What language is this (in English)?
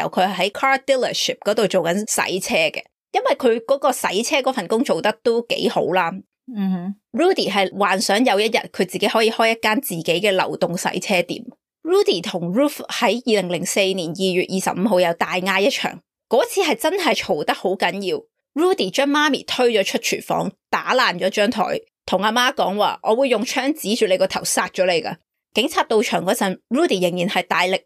Cantonese